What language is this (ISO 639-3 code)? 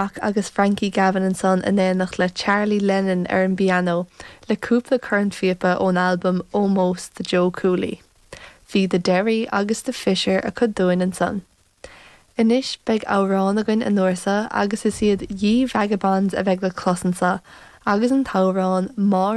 gle